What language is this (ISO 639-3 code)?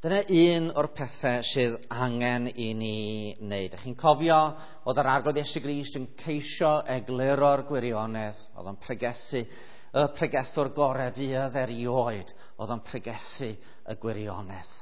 cym